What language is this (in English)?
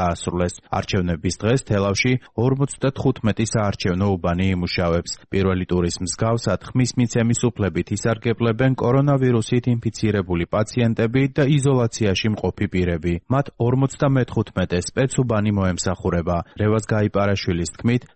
Georgian